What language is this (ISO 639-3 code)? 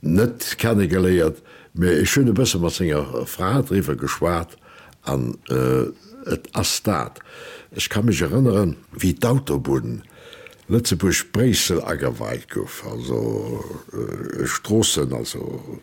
ltz